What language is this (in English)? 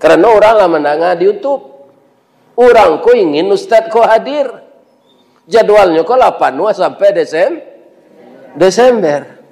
Minangkabau